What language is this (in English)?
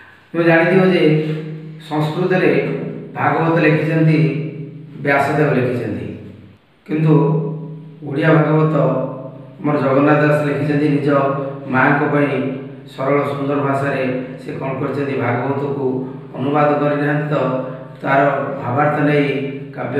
Odia